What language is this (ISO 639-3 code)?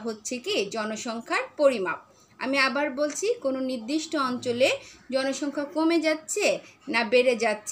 ben